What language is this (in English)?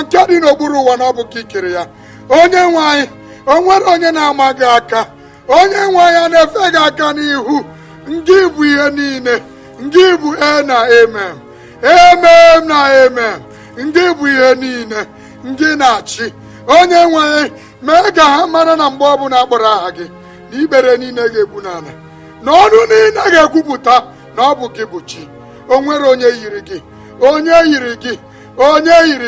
Igbo